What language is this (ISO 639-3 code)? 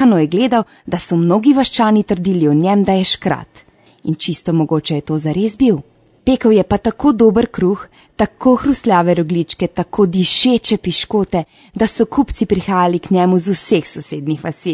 slv